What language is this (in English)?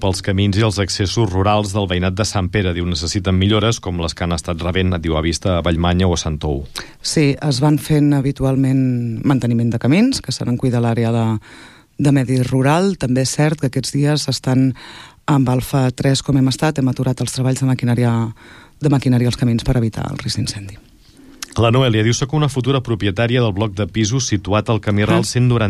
Catalan